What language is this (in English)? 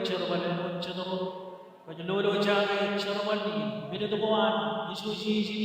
Marshallese